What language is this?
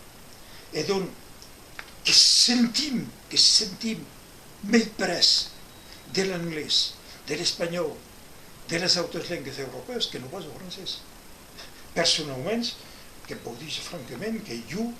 Occitan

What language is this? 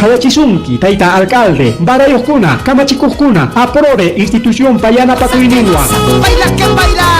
Ayacucho Quechua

